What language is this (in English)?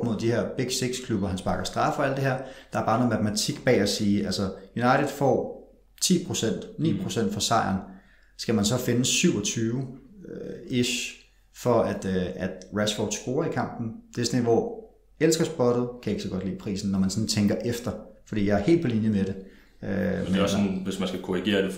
Danish